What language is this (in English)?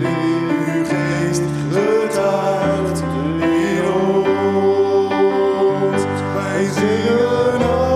Dutch